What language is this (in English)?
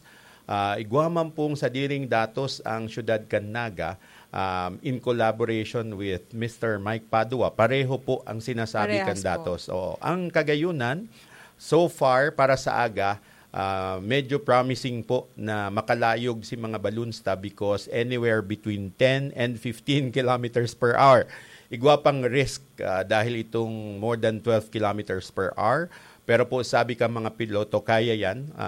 Bikol